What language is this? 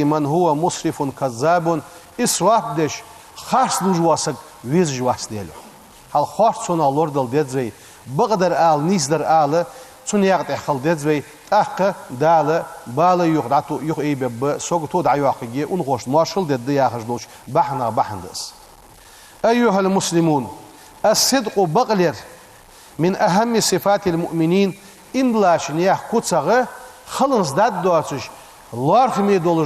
Ingush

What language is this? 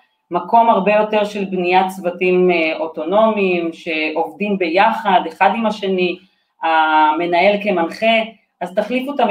Hebrew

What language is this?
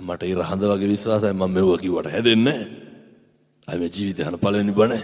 Sinhala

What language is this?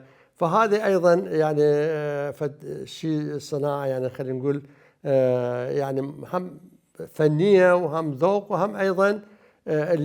Mesopotamian Arabic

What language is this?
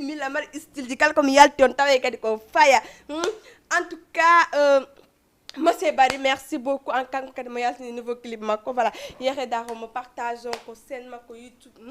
Fula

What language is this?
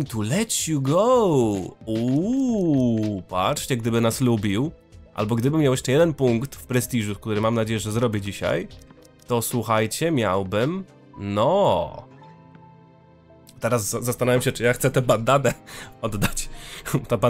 Polish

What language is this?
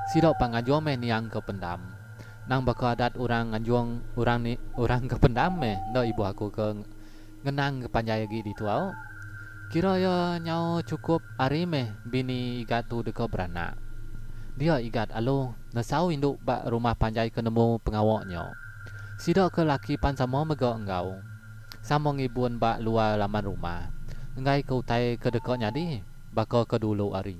Iban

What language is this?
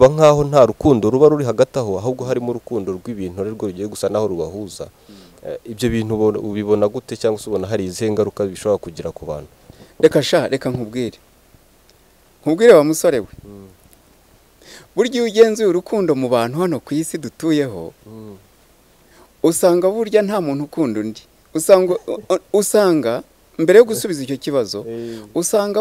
Kinyarwanda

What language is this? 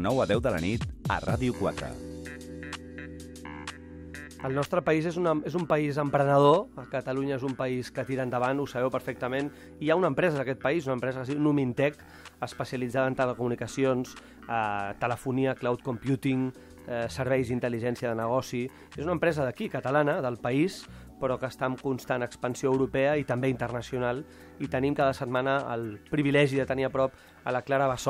Catalan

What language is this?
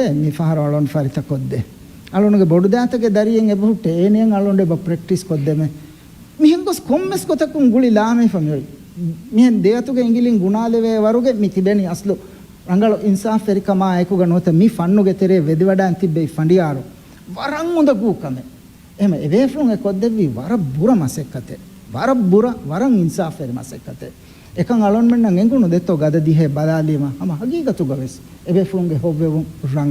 Divehi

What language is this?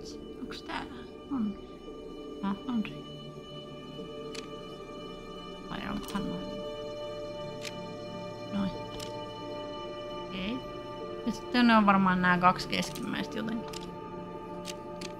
Finnish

